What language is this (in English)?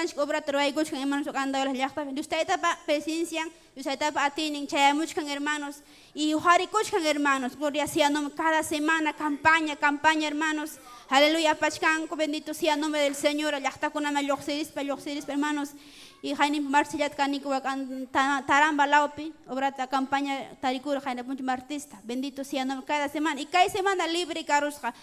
Ayacucho Quechua